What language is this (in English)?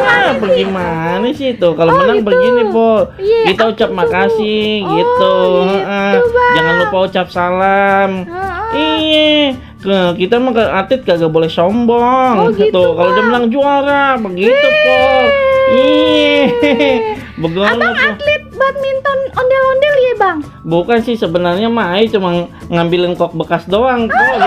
Betawi